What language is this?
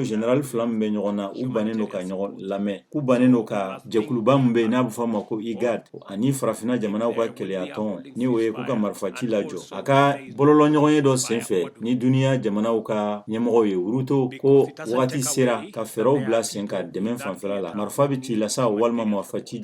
Bambara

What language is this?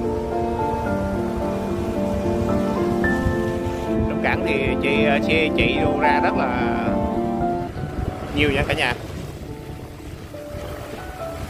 Vietnamese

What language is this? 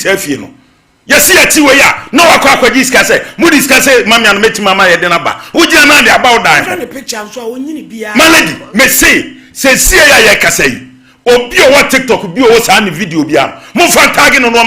Akan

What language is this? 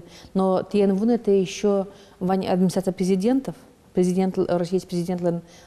Udmurt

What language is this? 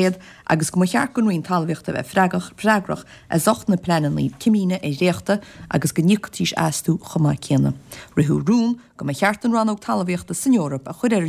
Irish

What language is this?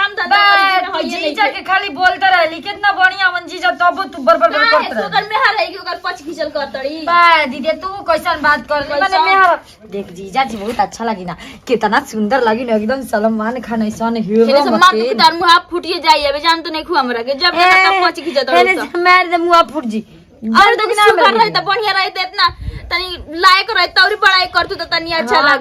Bhojpuri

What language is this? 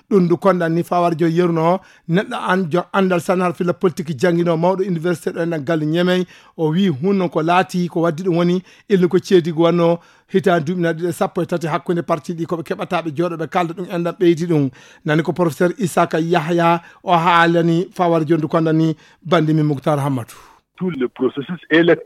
Fula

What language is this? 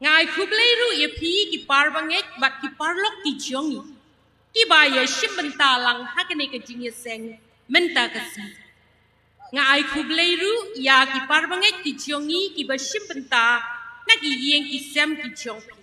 Khasi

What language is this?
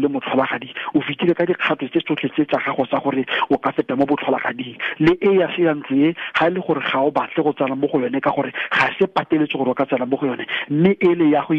Tswana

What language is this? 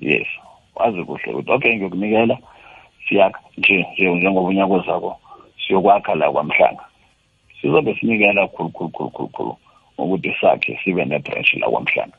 South Ndebele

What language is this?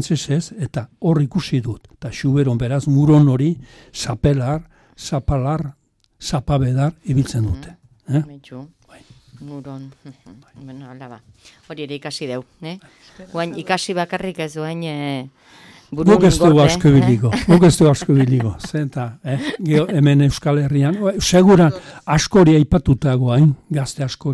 Basque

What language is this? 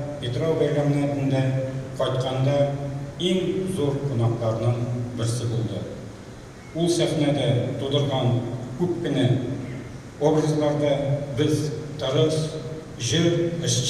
Tatar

